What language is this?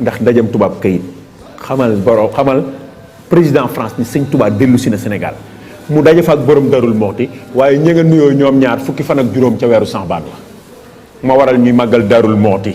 Wolof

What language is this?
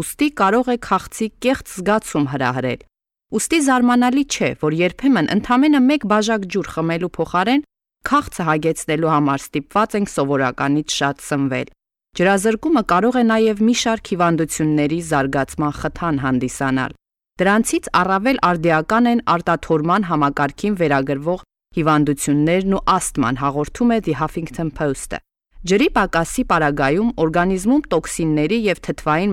Armenian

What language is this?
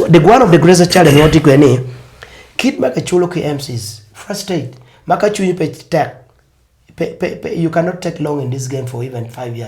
Acoli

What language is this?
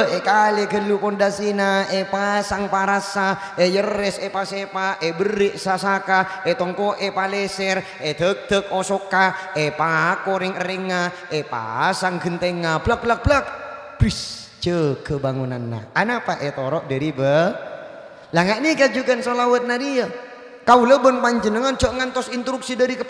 Madurese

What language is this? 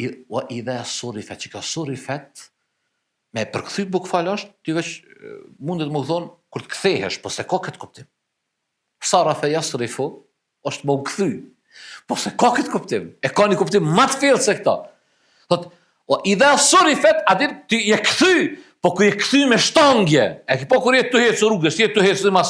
Albanian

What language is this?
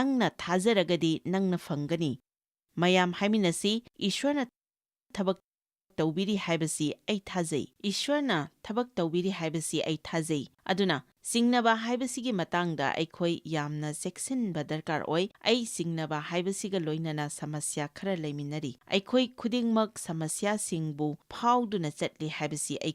Manipuri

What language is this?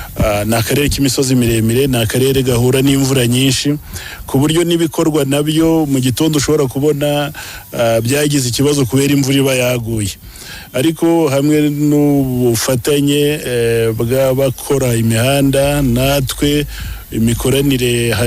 Kinyarwanda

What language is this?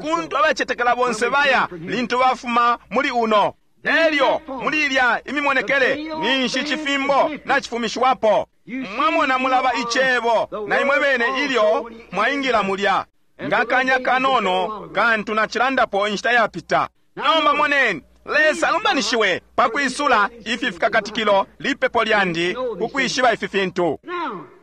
Bemba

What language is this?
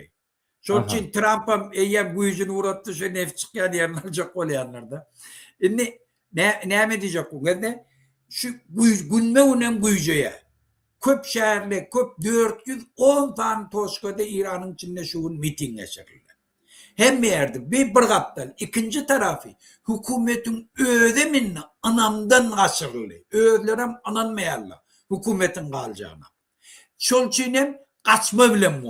Turkmen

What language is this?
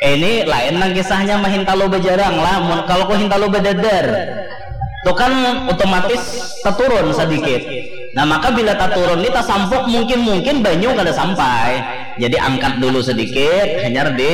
Banjar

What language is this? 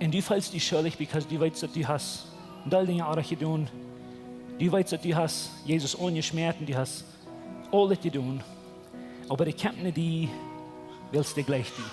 Plautdietsch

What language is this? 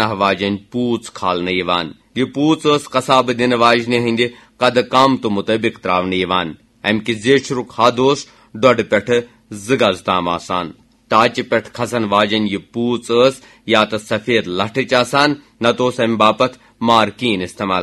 Kashmiri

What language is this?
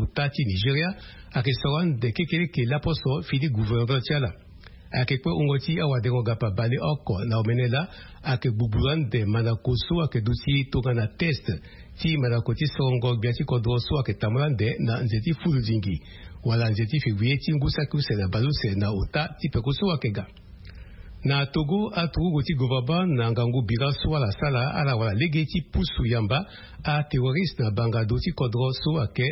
Sango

